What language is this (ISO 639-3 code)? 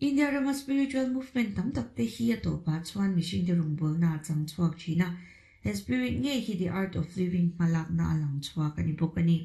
lus